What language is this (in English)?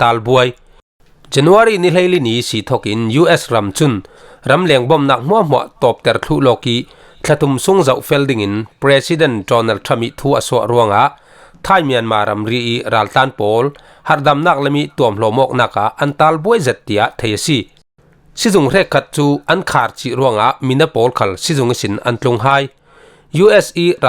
Falam Chin